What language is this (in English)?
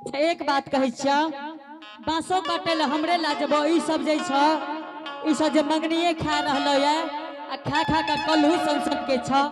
Angika